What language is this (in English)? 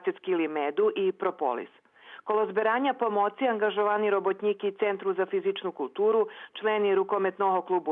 Rusyn